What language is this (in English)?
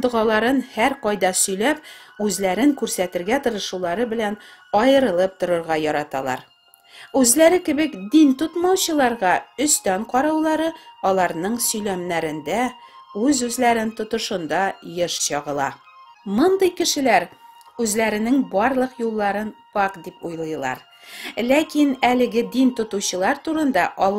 Tatar